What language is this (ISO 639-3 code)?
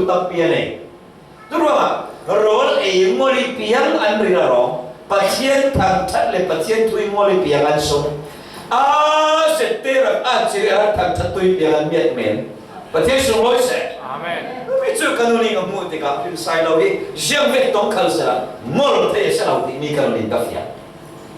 cfm